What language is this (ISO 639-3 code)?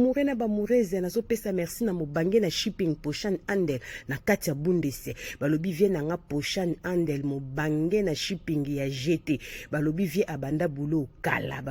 lin